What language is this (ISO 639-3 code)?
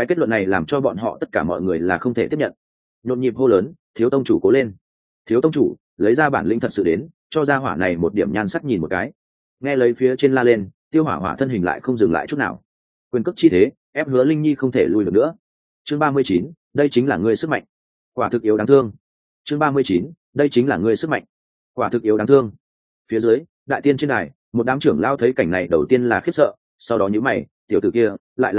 vie